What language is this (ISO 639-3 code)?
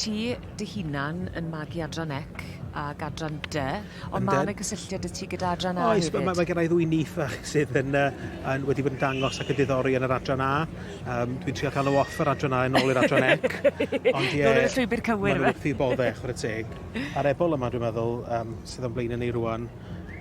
cym